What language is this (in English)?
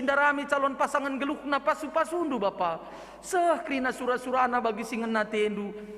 Batak Karo